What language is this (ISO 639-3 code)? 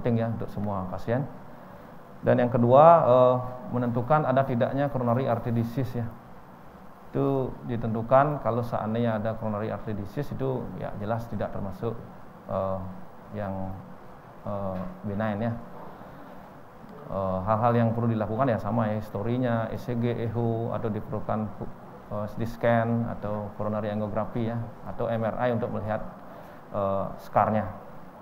ind